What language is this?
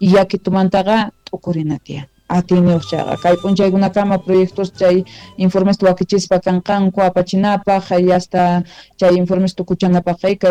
Quechua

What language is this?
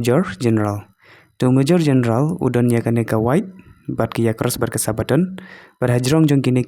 Khasi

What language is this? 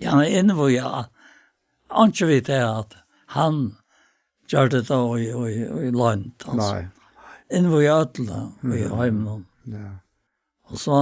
Faroese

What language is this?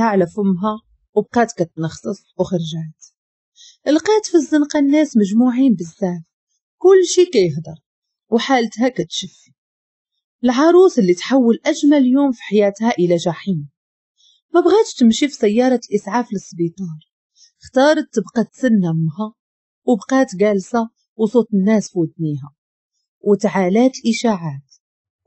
Moroccan Arabic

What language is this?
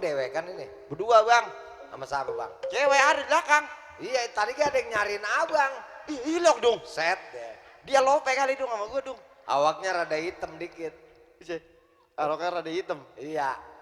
Betawi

